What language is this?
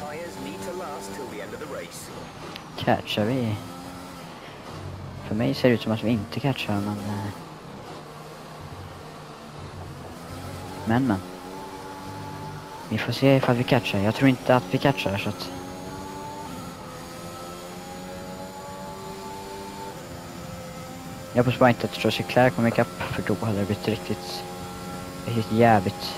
Swedish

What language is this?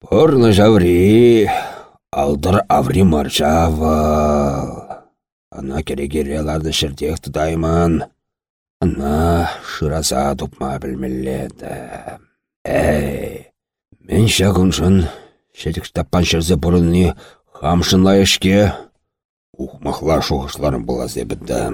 Chuvash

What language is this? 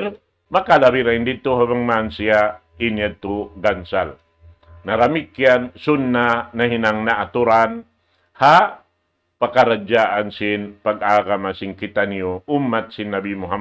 Tausug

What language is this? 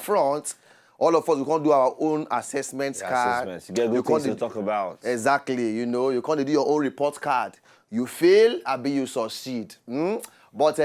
Nigerian Pidgin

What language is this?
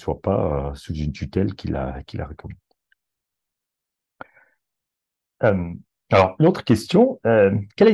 French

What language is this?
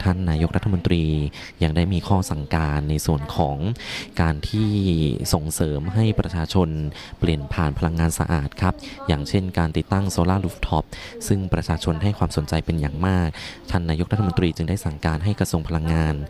Thai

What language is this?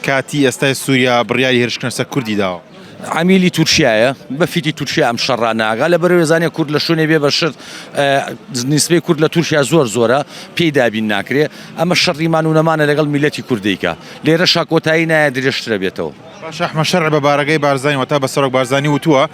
Central Kurdish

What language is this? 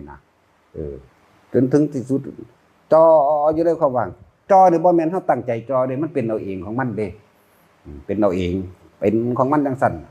Northeastern Thai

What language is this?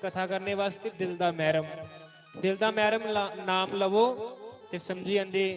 Dogri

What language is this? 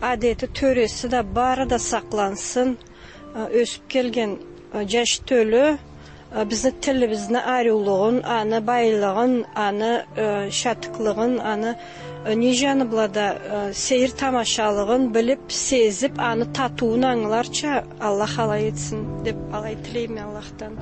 Karachay-Balkar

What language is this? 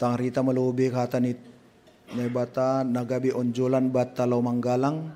Batak Simalungun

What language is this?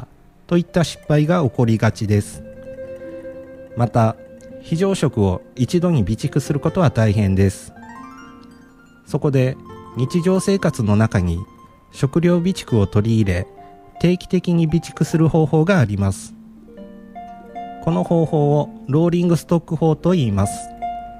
Japanese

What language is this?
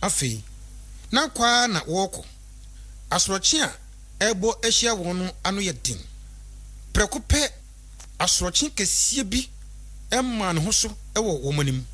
Akan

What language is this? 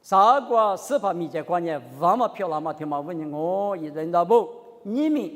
Lisu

